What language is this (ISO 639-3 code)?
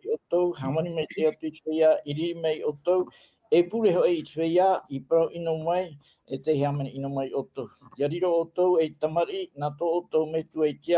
tah